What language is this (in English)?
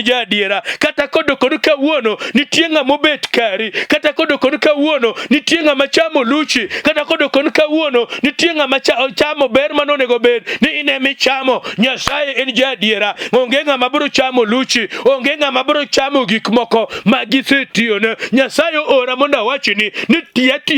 Luo (Kenya and Tanzania)